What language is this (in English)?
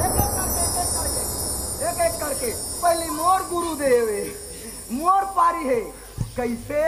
Chhattisgarhi